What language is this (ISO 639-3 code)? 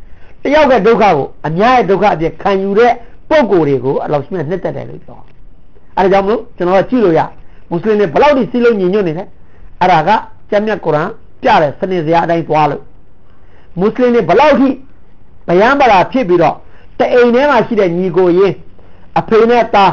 mya